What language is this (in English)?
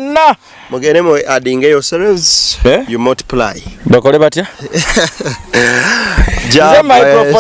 Ganda